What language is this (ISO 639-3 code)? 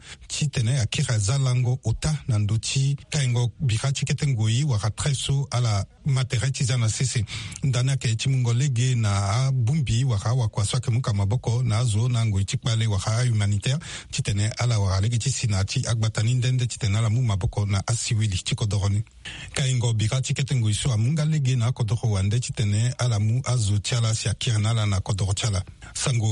sag